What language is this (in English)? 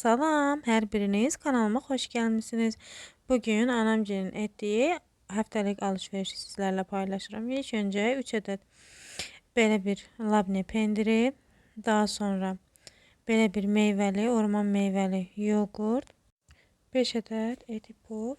Azerbaijani